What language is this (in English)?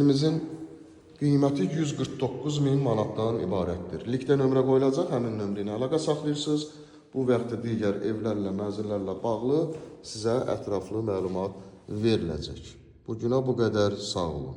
Azerbaijani